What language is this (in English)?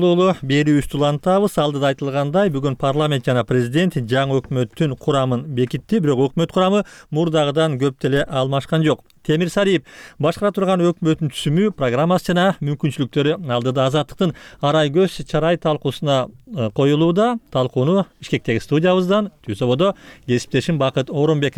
Kyrgyz